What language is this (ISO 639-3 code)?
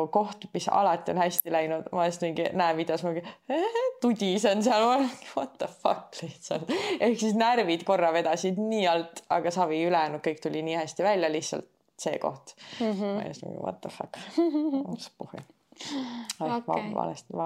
est